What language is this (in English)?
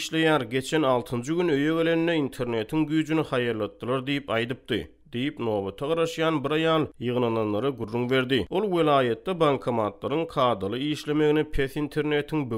Turkmen